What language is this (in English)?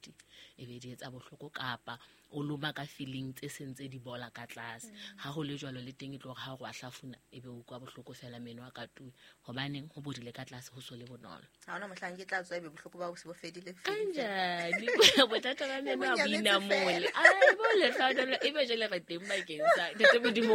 Southern Sotho